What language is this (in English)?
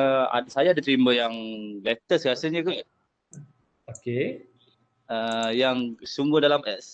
Malay